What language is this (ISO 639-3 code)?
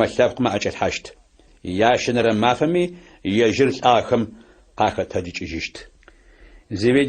ady